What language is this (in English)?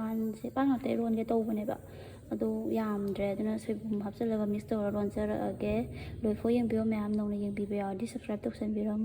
Manipuri